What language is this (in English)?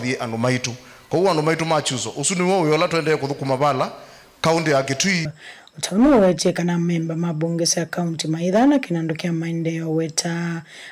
Kamba